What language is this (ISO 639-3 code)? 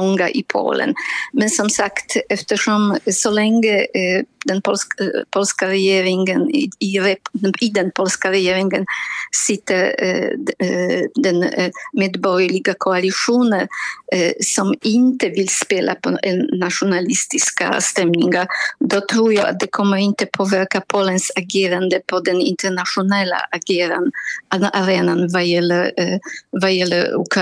swe